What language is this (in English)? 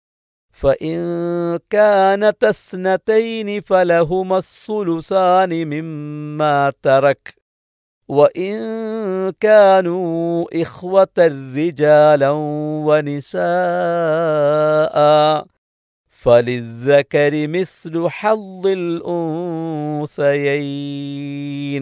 Malayalam